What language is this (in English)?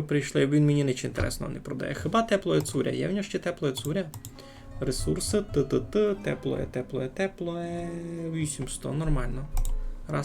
Rusyn